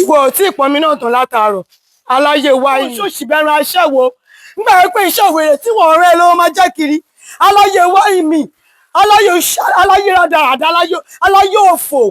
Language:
Yoruba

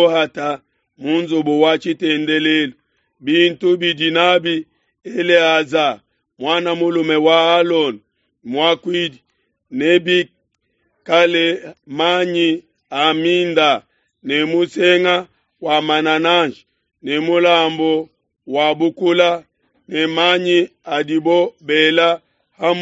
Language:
Luba-Lulua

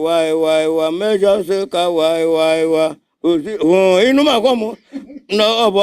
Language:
Igbo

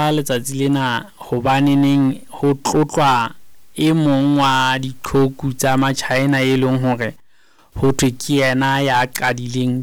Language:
Southern Sotho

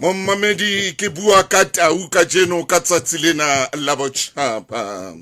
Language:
Southern Sotho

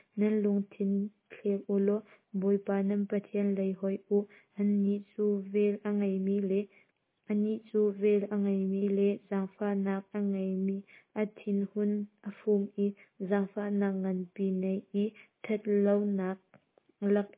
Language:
Hakha Chin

